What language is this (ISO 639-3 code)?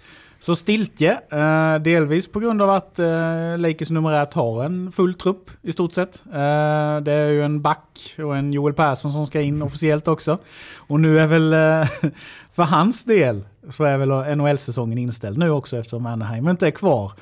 swe